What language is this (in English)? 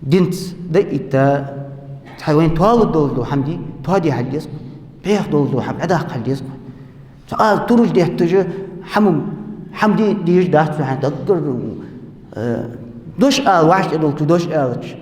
Ingush